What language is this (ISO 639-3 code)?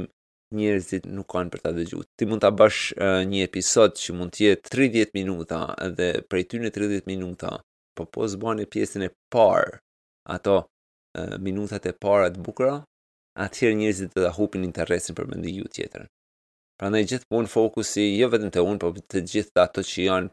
sqi